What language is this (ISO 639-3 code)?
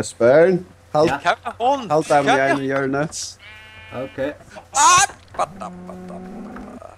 fao